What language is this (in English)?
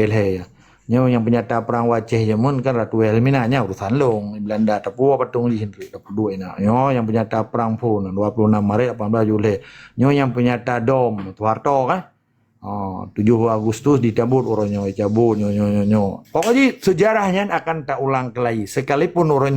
Achinese